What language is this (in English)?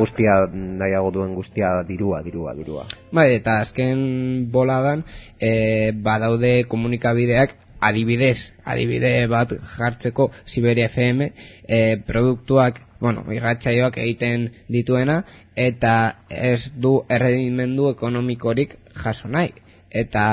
Basque